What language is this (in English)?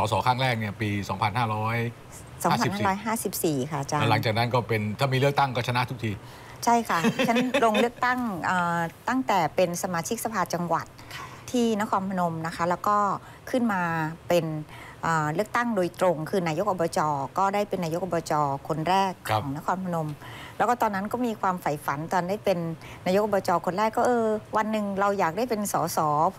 Thai